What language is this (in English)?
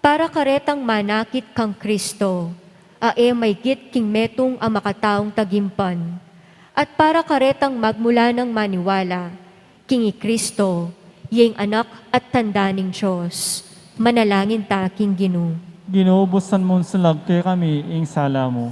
Pampanga